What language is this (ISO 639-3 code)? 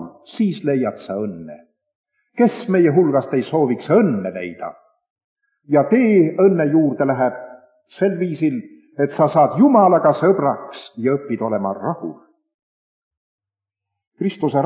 est